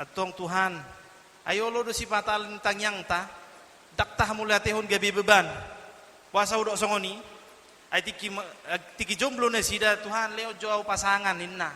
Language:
Batak Toba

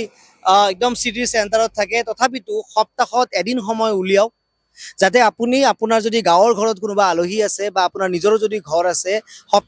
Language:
Assamese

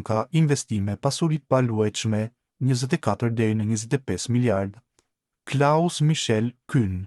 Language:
Albanian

